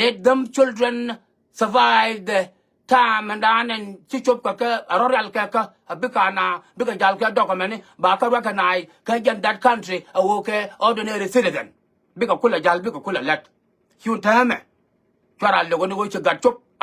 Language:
Nuer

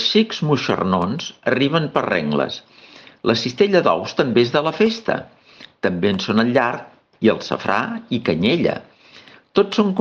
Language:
Catalan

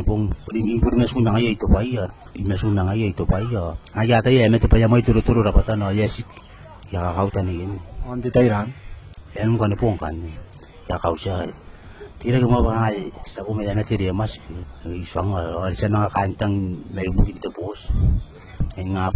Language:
Gilbertese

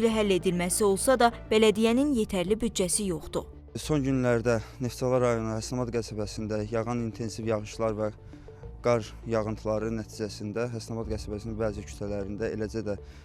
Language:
Azerbaijani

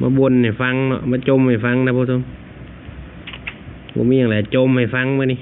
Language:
Lao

